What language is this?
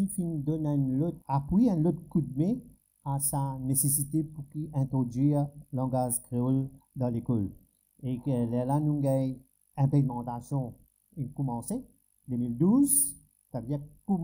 Morisyen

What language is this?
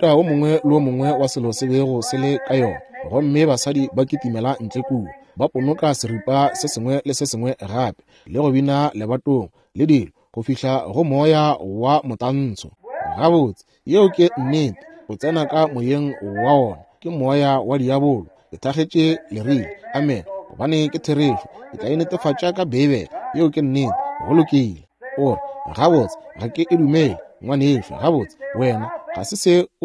Northern Sotho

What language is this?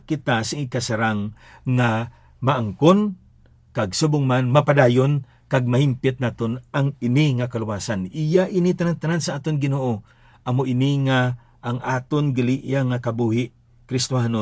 Hiligaynon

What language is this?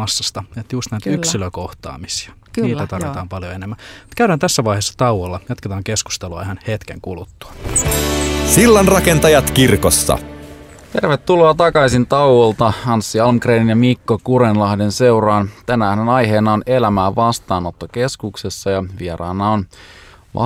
Finnish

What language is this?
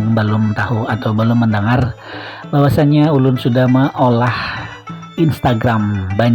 Banjar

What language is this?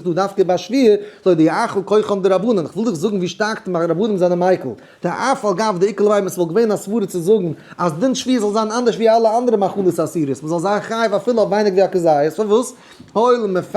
Yiddish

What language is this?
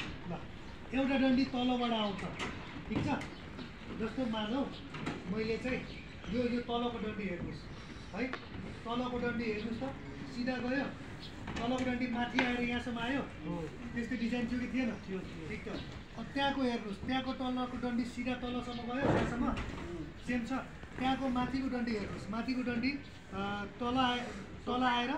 Nepali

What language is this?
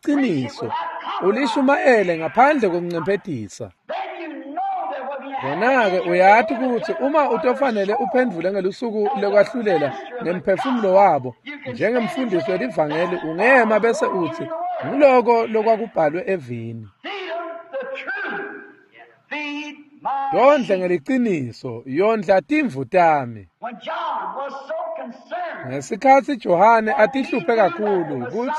Swati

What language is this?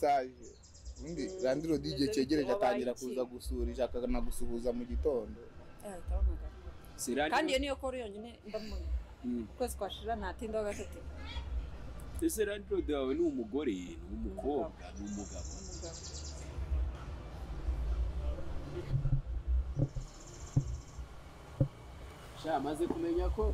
Kinyarwanda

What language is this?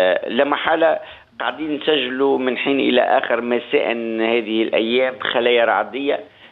Tunisian Arabic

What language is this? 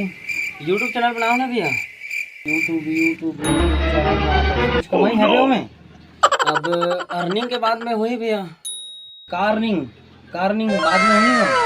Chhattisgarhi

